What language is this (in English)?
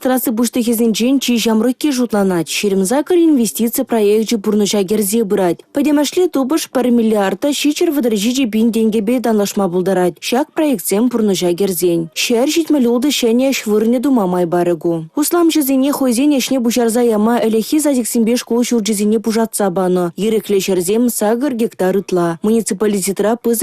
Chuvash